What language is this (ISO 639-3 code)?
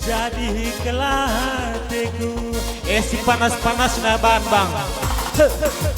btx